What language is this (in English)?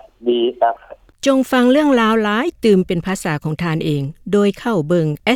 Lao